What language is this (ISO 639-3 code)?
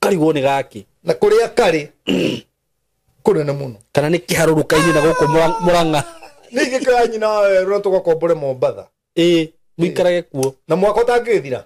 kik